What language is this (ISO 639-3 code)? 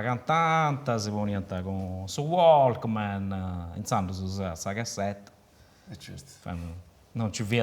srd